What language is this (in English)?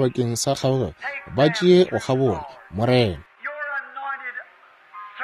Northern Sotho